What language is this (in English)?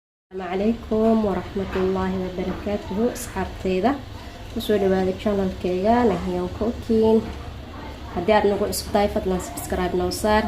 Somali